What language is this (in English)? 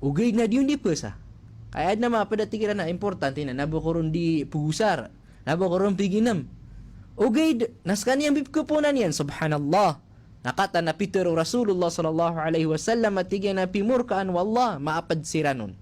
Maranao